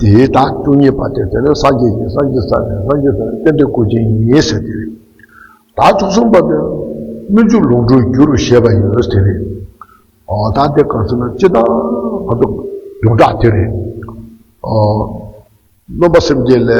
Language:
Tibetan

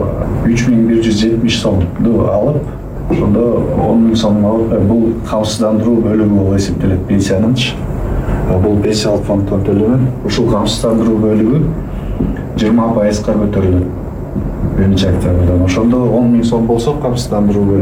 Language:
Kyrgyz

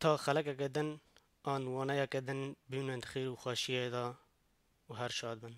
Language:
Kurdish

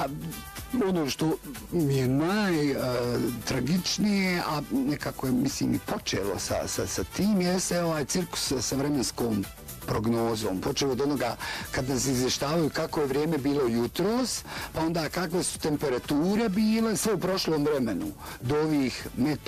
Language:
Bosnian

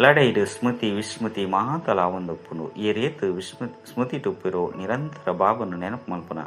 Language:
Tulu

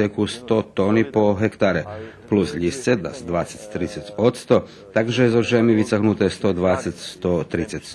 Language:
Rusyn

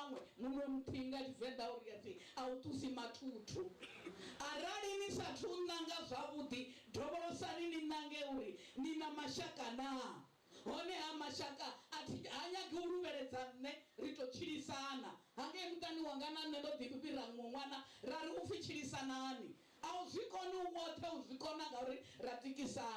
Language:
Venda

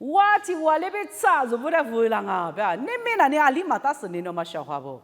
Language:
Lisu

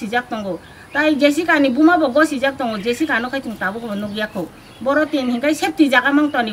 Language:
Kok Borok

